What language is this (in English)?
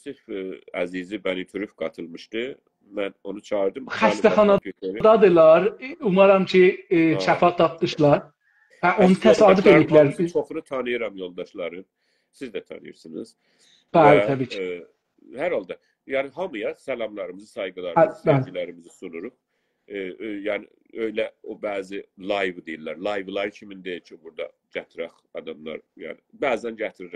South Azerbaijani